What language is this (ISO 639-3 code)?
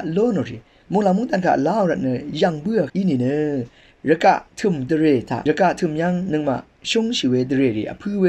raw